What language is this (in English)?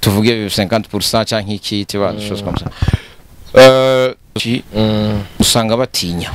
Rundi